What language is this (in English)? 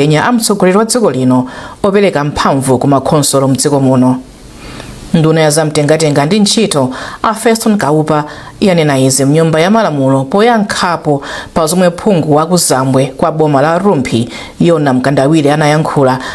Nyanja